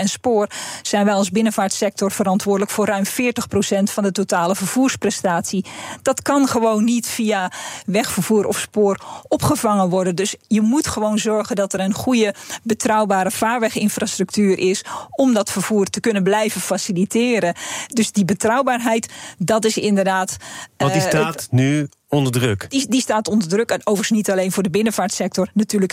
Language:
Dutch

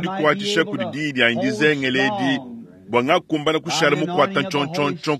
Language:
Luba-Lulua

